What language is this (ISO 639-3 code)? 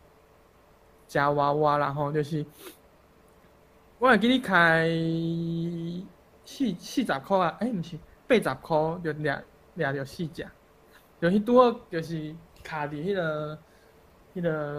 nan